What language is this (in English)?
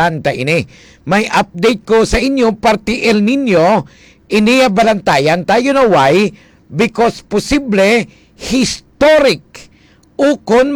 Hiligaynon